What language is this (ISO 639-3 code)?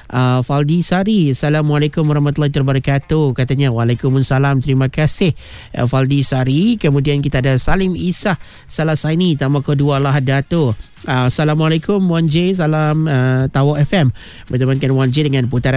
msa